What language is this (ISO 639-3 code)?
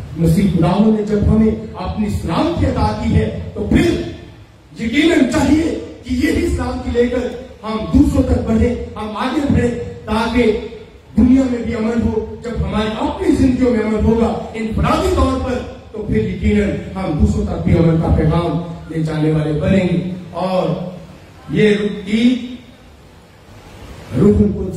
urd